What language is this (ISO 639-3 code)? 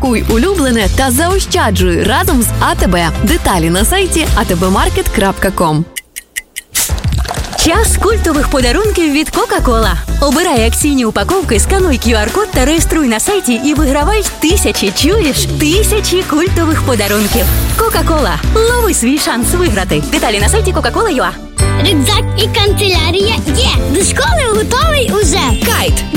ukr